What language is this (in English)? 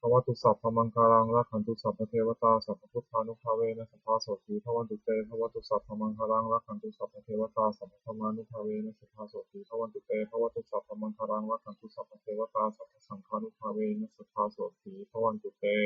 Pali